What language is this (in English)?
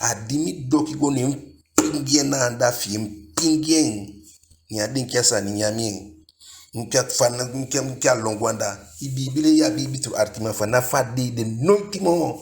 Eastern Maroon Creole